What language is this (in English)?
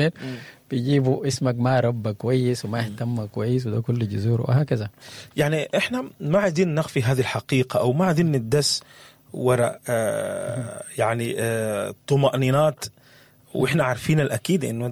Sudanese Arabic